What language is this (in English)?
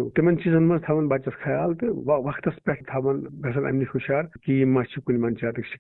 Kashmiri